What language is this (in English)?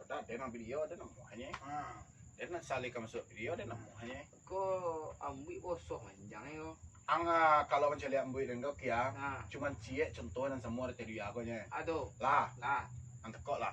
Minangkabau